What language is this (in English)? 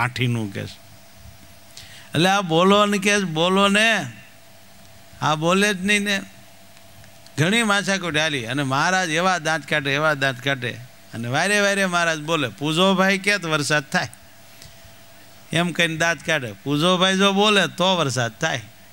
Gujarati